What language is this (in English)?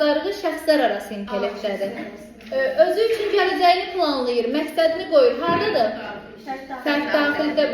Azerbaijani